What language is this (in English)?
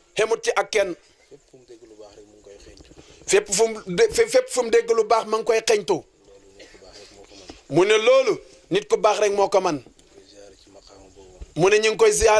Wolof